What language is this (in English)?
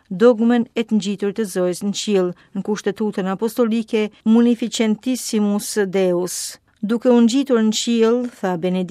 Albanian